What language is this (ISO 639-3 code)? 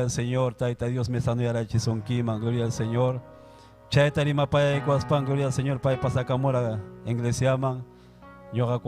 quy